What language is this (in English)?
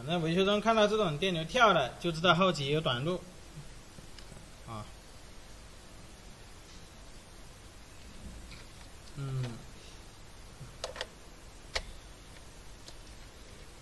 Chinese